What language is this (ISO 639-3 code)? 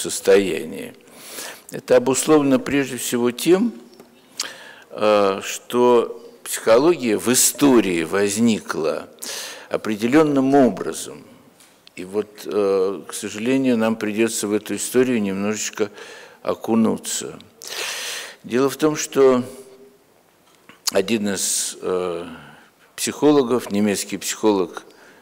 rus